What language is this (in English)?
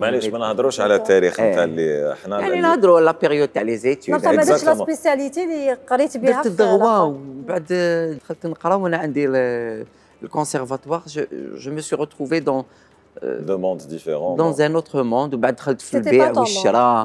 Algerian Arabic